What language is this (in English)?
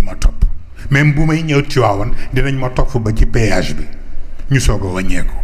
Wolof